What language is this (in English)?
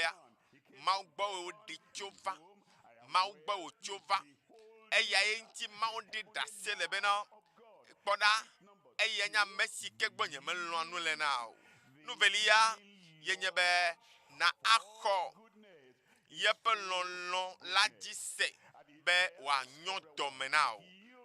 Ewe